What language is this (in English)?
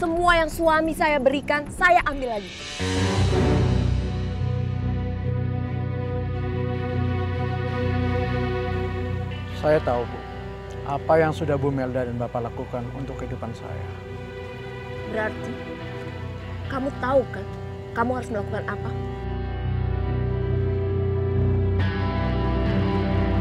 Indonesian